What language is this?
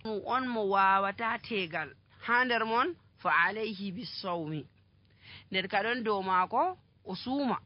Nigerian Fulfulde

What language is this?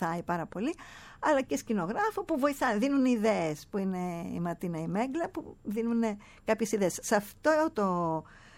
Greek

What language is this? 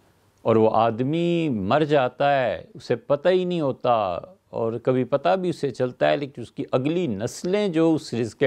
Urdu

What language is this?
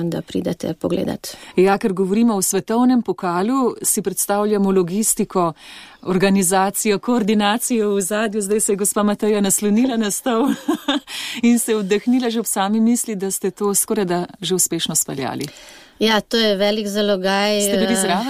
Slovenian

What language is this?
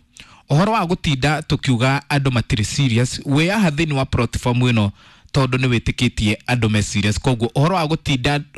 Kikuyu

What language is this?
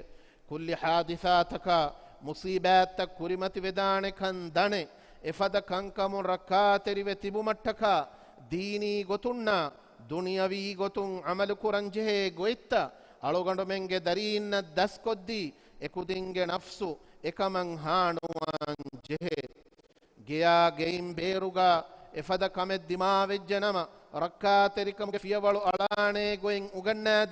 Divehi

